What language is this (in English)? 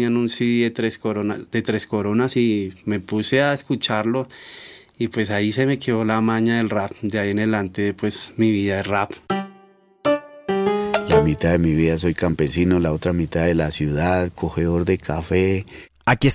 Spanish